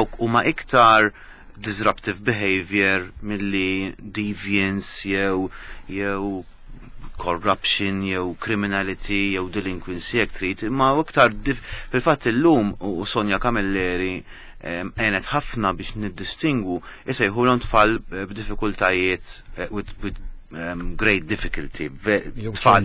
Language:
Maltese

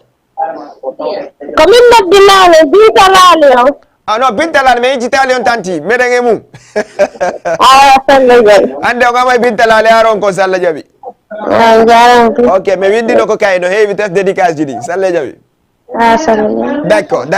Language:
Fula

